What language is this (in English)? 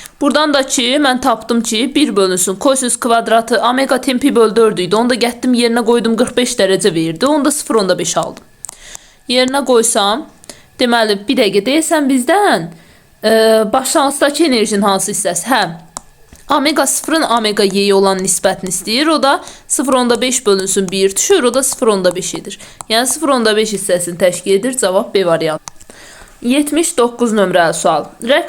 Azerbaijani